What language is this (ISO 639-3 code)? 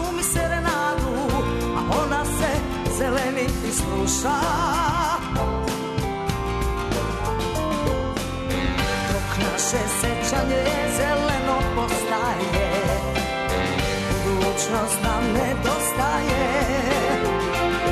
srp